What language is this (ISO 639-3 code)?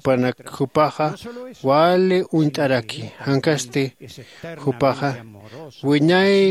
aym